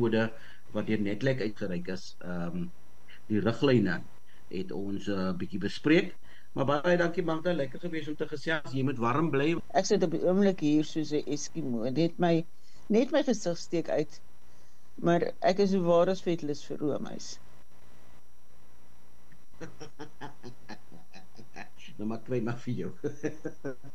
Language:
Afrikaans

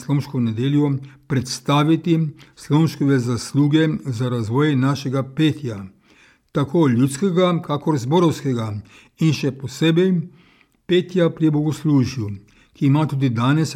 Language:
Slovenian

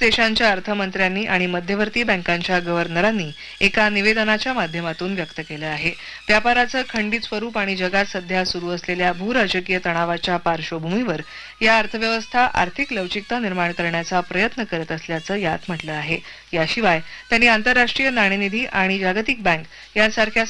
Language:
Marathi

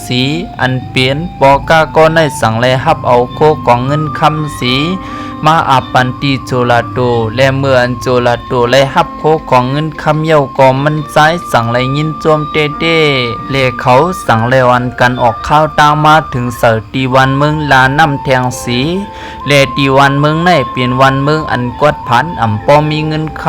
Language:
Shan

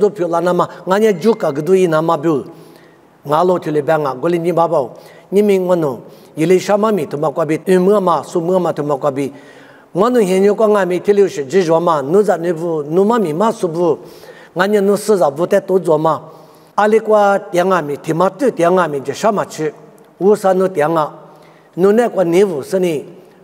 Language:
Lisu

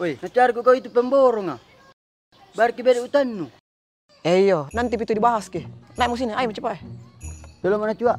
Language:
Makassar Malay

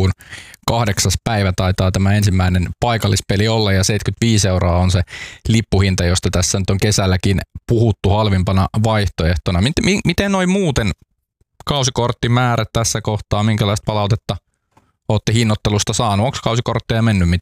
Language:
Finnish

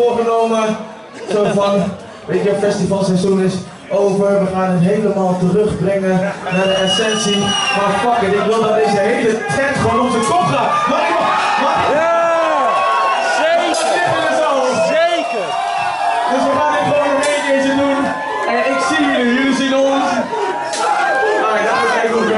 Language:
Dutch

